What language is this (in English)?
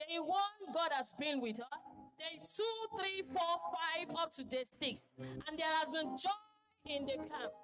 Ewe